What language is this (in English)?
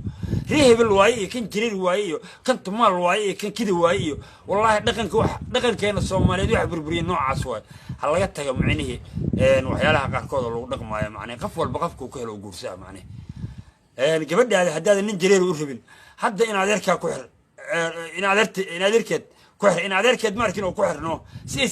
Somali